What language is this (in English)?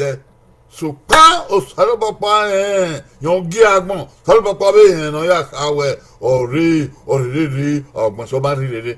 Bini